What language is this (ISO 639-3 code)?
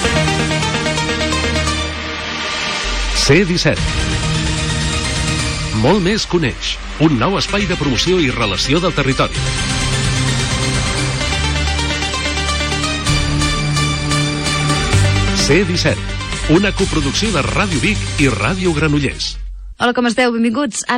cat